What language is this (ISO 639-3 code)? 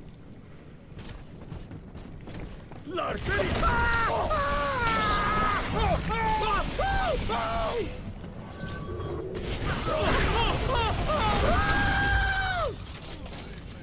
spa